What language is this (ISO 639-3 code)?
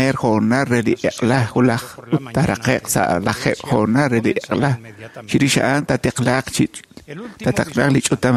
kek